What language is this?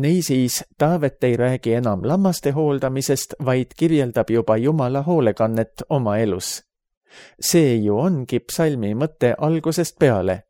Estonian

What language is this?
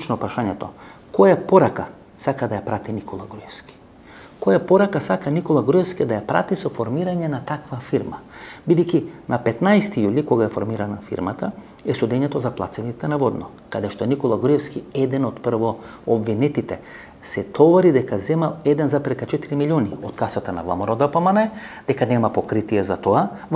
Macedonian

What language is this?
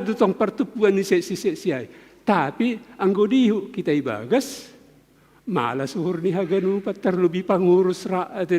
Batak Simalungun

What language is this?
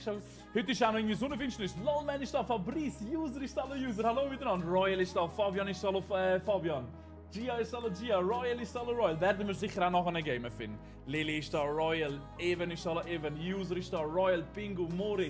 Swiss German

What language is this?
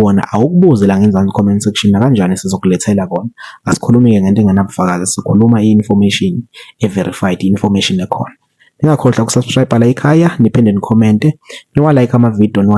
Zulu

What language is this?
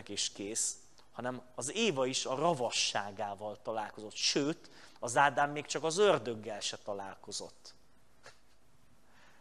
Hungarian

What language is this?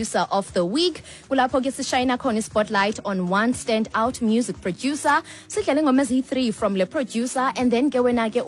Xhosa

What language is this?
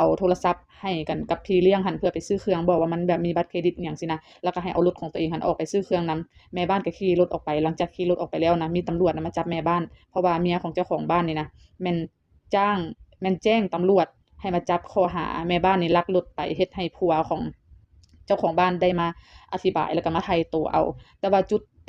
Lao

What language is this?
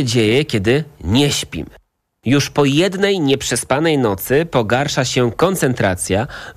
Polish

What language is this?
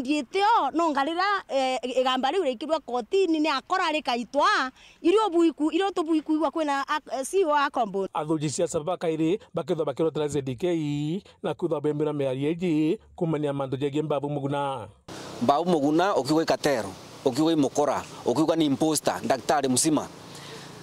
Meru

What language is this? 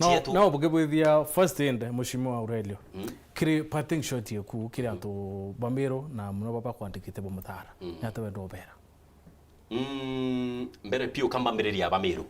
Meru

